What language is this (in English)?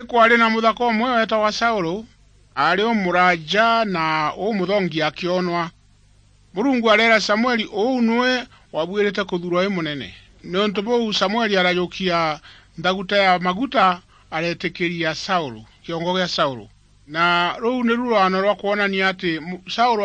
Meru